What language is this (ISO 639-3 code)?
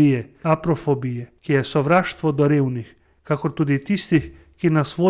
slv